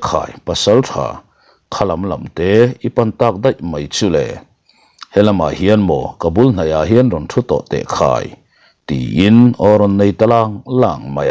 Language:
Mizo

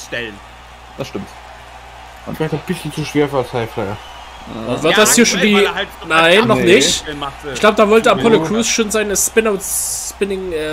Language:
German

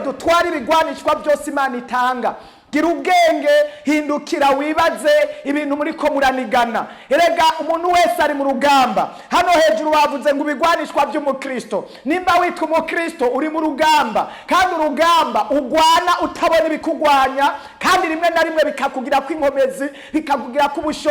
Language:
Rundi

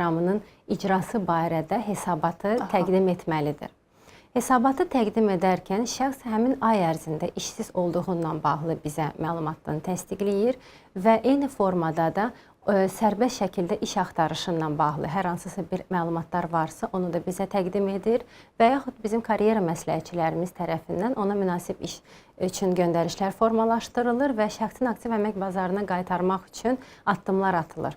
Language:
Azerbaijani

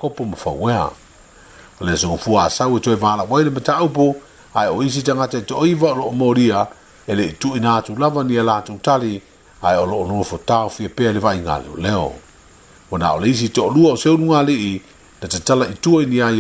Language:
Samoan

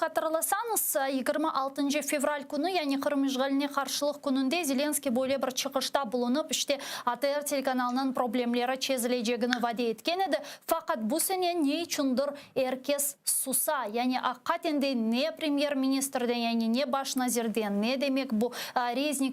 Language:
Crimean Tatar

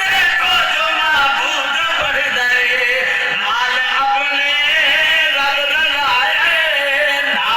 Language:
Saraiki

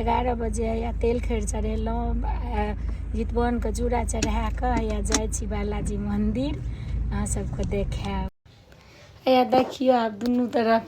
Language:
Maithili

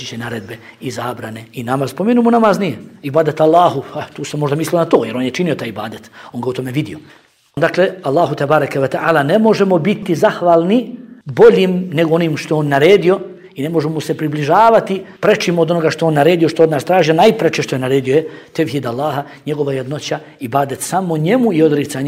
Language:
Bosnian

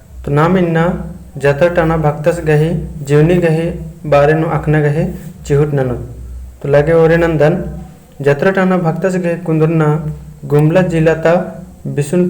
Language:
Kurukh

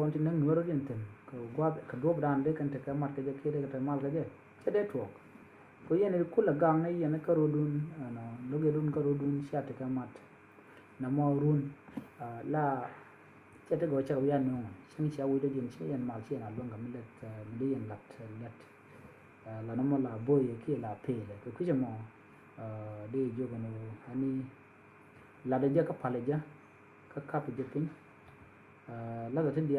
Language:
Nuer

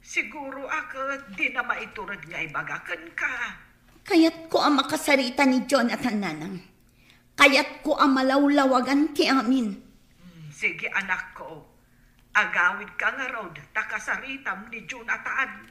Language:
Iloko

